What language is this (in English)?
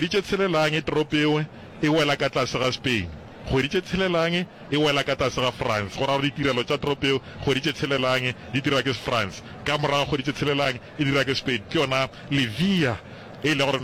Northern Sotho